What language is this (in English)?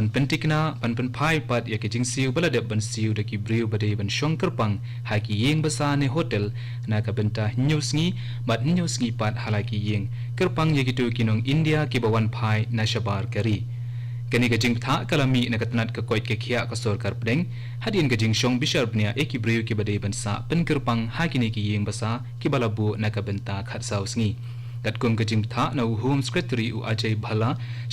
Khasi